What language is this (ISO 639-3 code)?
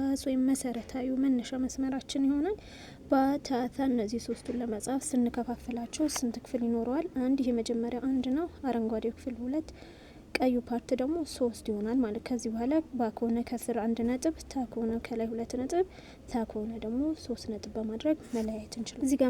amh